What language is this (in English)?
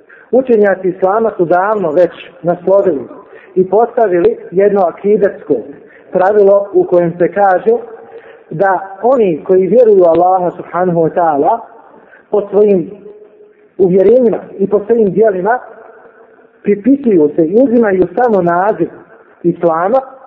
Bosnian